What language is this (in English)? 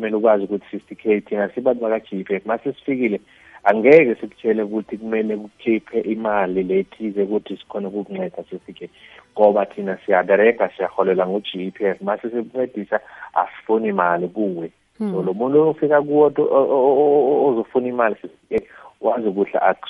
South Ndebele